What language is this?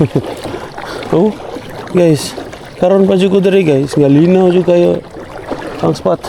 Cebuano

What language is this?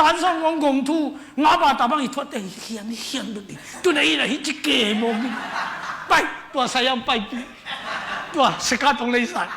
Tedim Chin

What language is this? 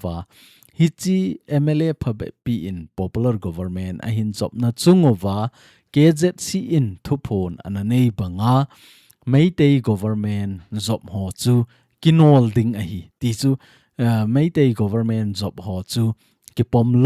Thado Chin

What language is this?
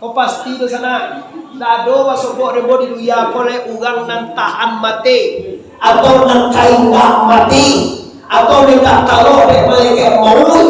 Minangkabau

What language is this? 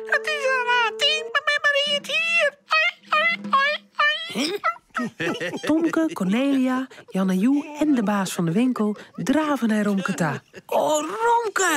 Western Frisian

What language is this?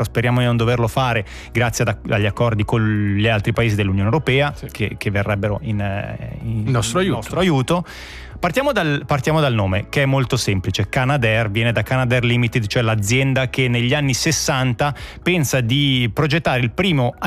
Italian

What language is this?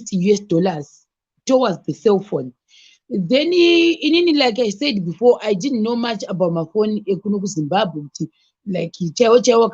Shona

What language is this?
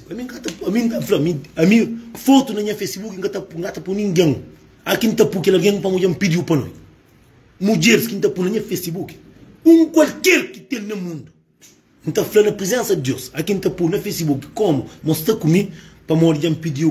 Kabuverdianu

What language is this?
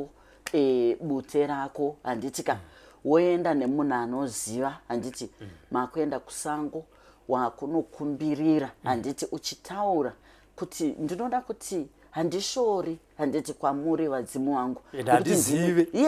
Shona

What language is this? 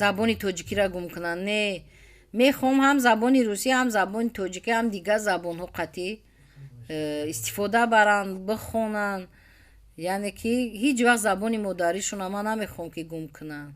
Tajik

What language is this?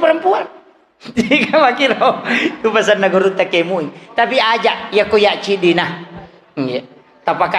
Buginese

